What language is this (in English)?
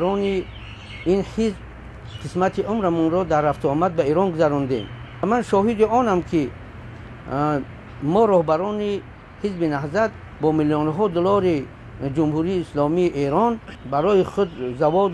Tajik